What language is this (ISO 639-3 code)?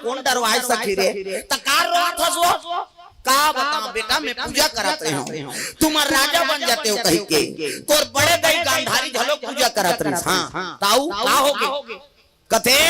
hne